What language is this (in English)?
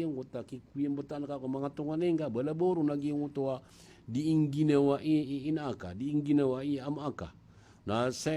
Maranao